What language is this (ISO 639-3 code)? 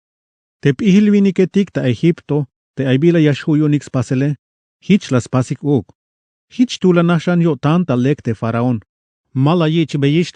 tzh